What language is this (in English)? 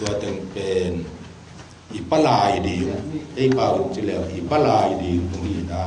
Tedim Chin